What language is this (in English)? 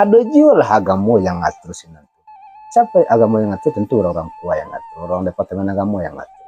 Minangkabau